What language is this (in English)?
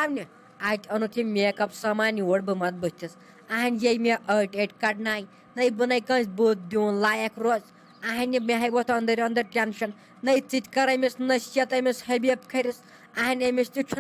Kashmiri